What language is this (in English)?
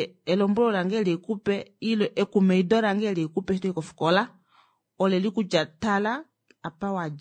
Kuanyama